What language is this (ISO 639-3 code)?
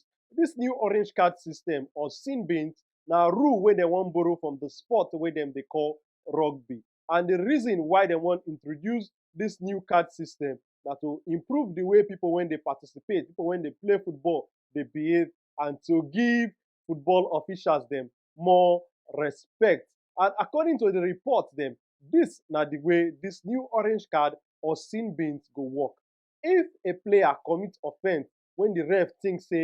pcm